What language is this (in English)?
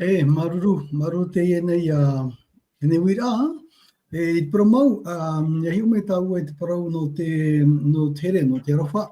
Tahitian